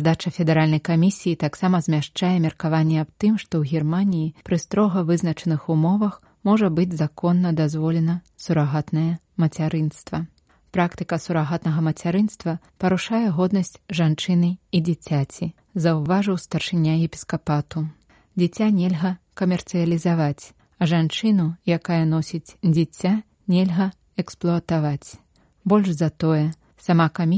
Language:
Belarusian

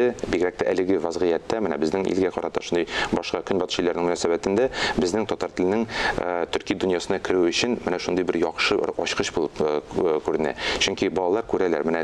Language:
Tatar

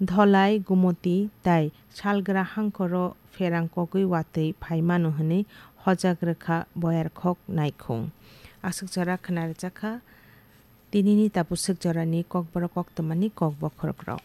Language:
Kok Borok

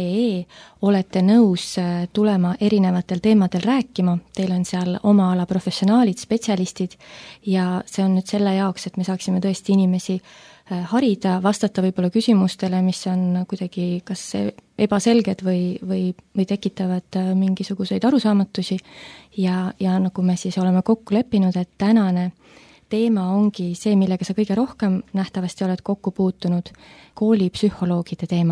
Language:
Estonian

